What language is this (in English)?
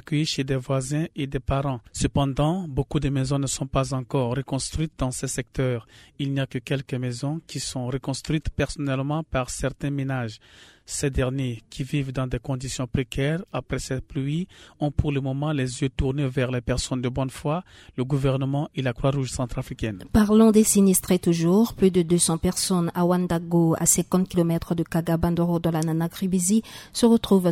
French